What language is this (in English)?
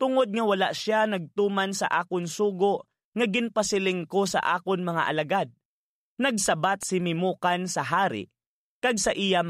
Hiligaynon